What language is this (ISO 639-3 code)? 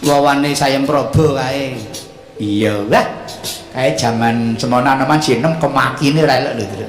jav